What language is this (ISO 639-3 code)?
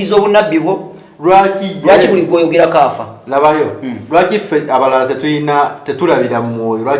lug